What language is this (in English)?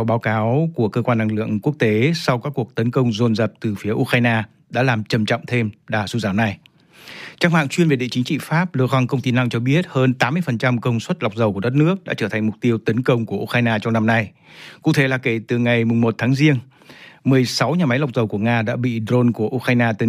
Vietnamese